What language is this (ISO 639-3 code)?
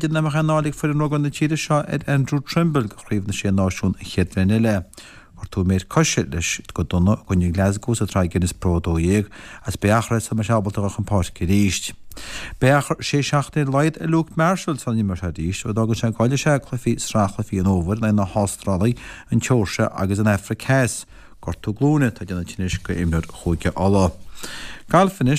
gle